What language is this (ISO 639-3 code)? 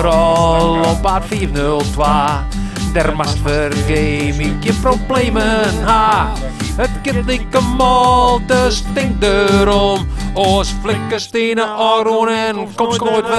fry